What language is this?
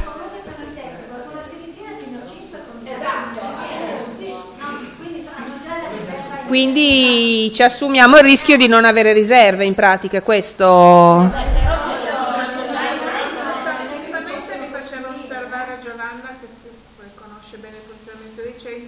Italian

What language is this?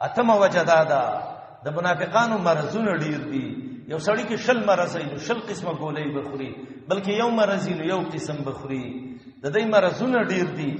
Pashto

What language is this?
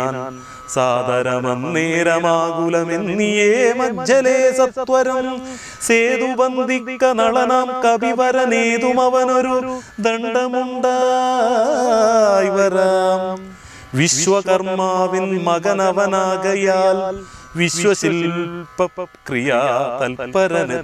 Malayalam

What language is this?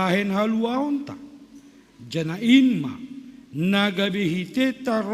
Batak Simalungun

